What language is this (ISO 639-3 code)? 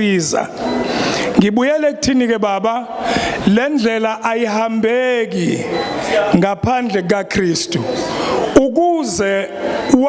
zul